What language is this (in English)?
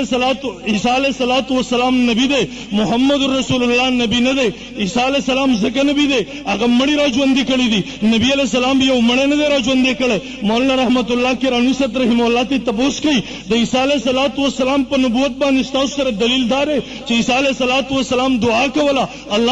Pashto